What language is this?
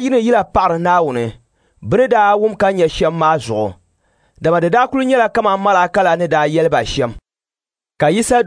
Dagbani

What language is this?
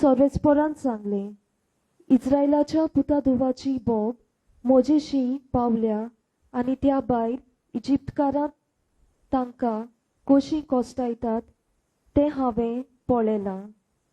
Konkani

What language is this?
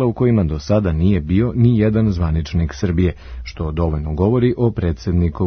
Serbian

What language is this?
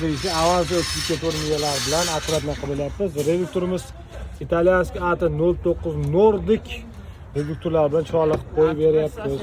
Uzbek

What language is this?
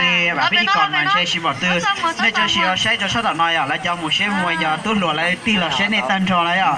Hmong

